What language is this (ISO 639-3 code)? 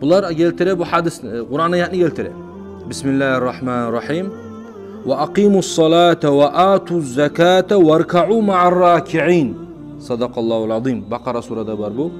kum